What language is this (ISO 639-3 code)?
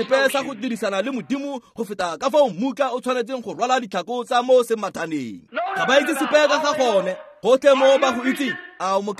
tsn